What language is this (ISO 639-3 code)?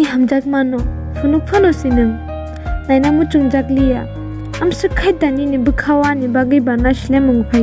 trp